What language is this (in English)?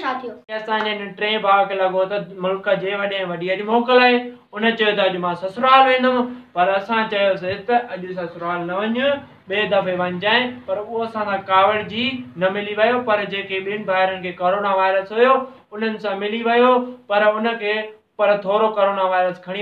Sindhi